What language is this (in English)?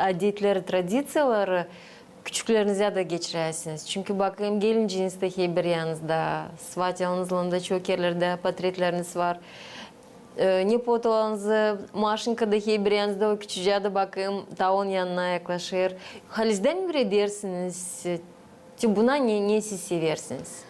Gagauz